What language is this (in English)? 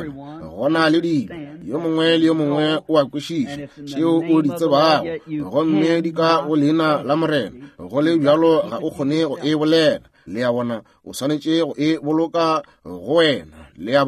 Northern Sotho